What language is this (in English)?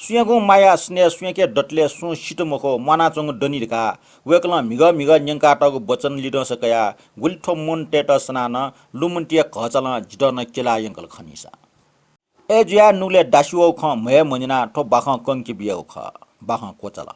Newari